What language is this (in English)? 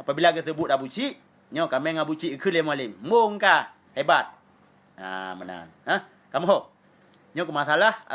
Achinese